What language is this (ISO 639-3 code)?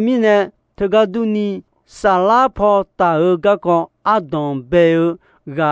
ahk